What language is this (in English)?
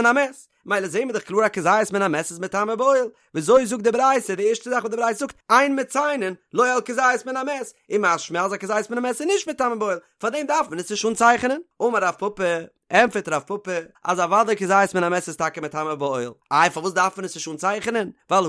Yiddish